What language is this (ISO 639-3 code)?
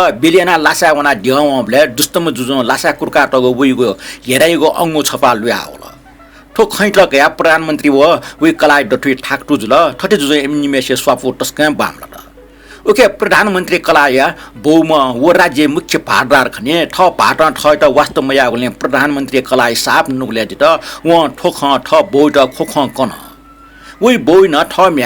new